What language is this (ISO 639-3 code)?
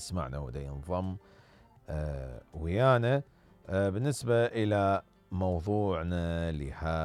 acm